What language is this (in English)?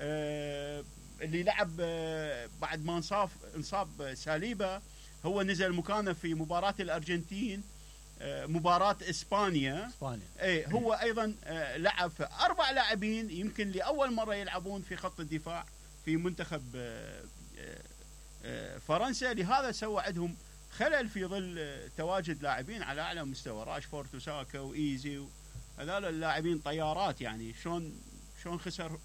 Mesopotamian Arabic